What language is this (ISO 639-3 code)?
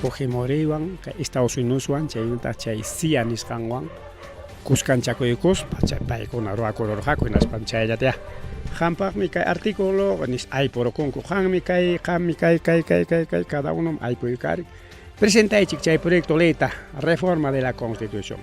quy